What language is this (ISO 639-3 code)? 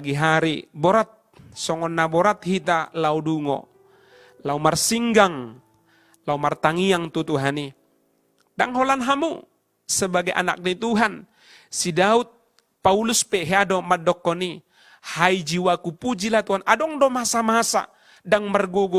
bbc